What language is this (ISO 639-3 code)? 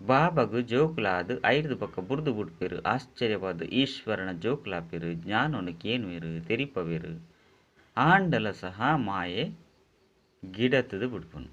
tcy